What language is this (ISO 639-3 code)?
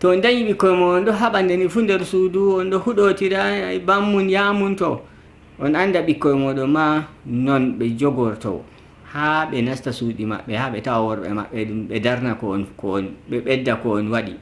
fuv